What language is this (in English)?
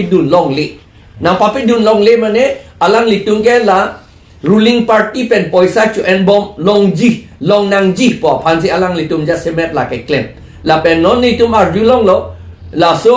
Karbi